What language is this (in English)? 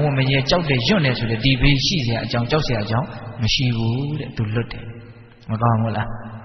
Burmese